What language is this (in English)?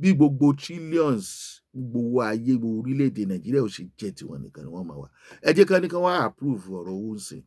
Yoruba